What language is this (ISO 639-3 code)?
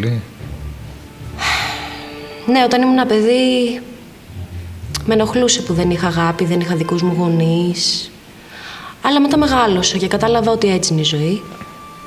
ell